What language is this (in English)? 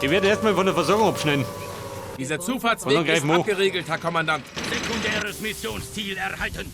Bavarian